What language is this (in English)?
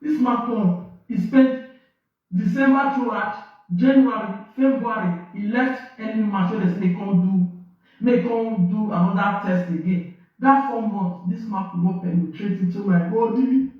Nigerian Pidgin